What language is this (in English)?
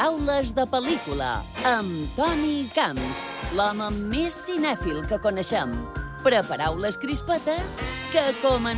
Catalan